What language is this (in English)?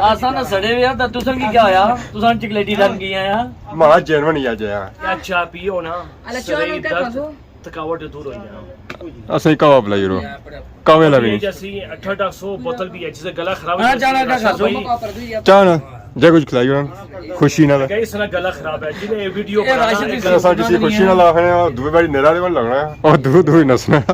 Pahari-Potwari